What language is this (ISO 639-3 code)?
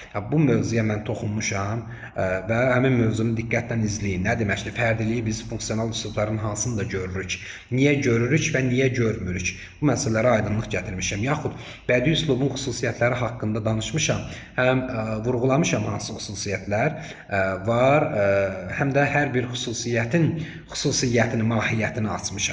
aze